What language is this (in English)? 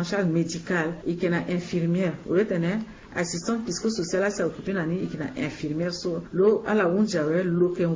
Sango